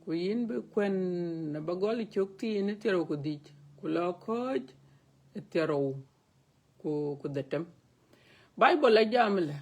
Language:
Dinka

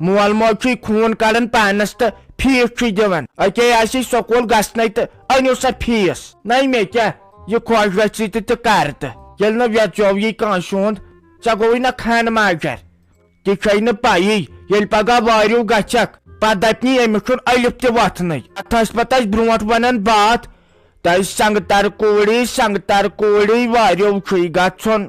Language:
Kashmiri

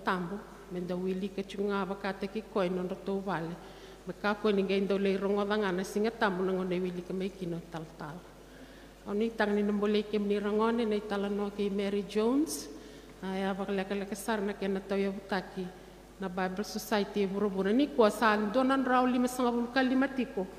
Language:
Fijian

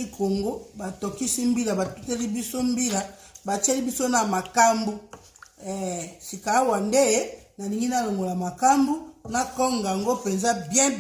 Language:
Lingala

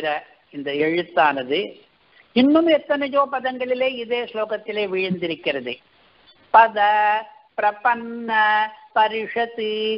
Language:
Tamil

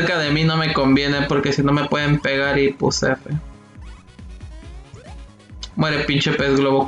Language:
Spanish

